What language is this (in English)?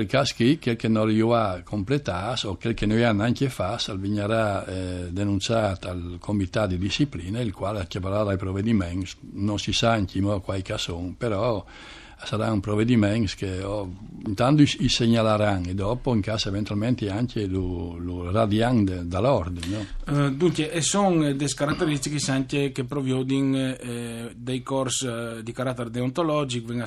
Friulian